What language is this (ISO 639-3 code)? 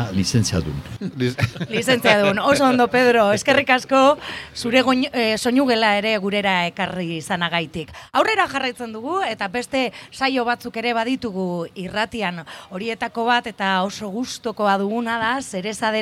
eus